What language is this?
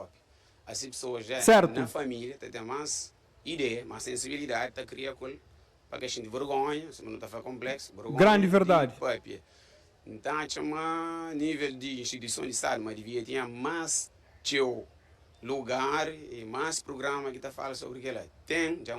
Kabuverdianu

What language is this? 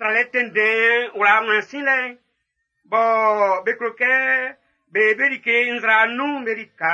Baoulé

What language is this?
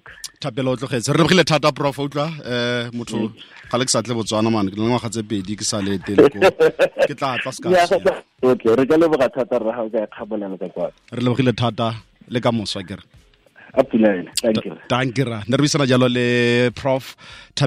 Tswana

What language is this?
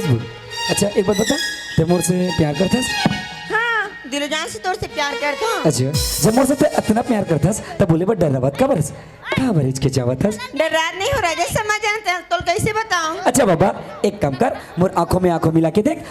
Chhattisgarhi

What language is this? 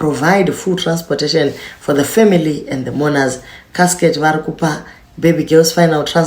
Shona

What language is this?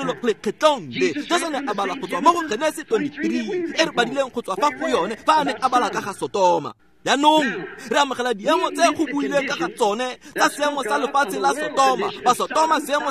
Tswana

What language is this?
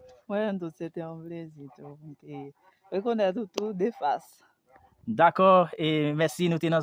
Haitian Creole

